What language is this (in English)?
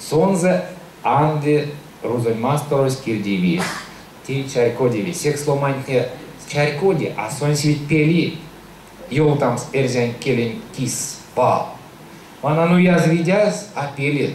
Erzya